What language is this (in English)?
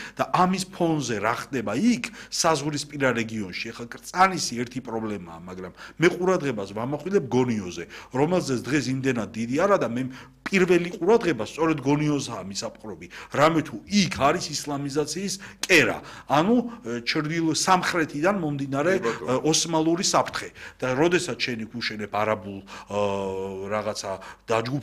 Georgian